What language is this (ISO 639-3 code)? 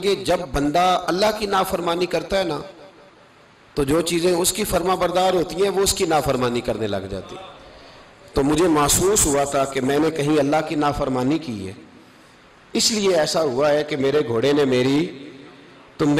urd